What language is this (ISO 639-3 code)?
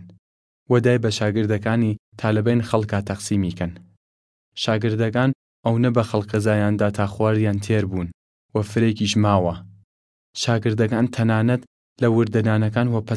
sdh